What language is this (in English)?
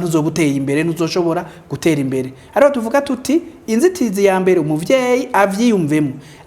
Rundi